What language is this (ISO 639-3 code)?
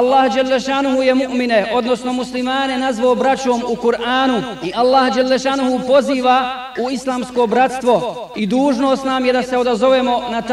bos